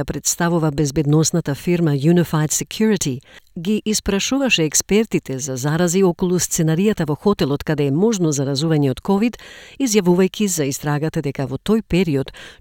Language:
Macedonian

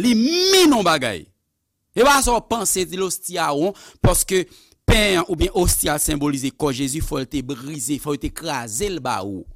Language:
Haitian Creole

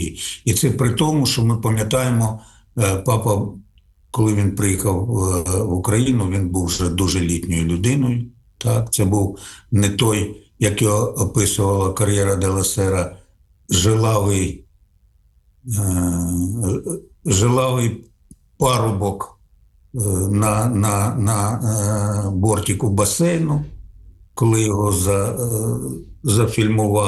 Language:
Ukrainian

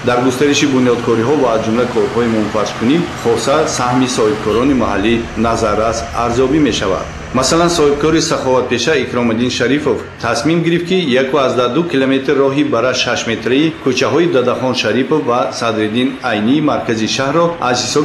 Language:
Tajik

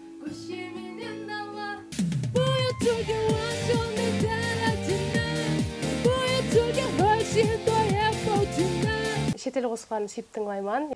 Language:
Kara-Kalpak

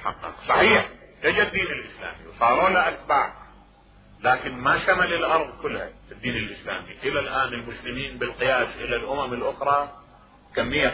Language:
Mesopotamian Arabic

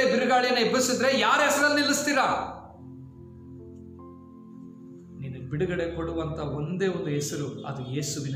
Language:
Kannada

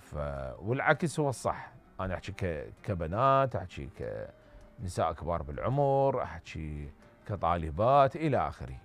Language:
Mesopotamian Arabic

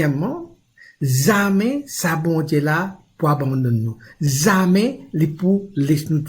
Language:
Morisyen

